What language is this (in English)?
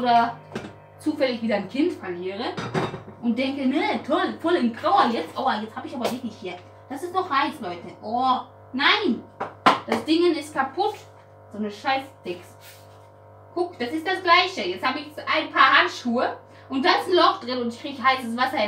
German